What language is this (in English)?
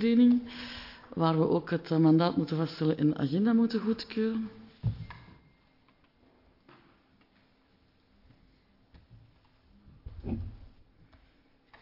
Dutch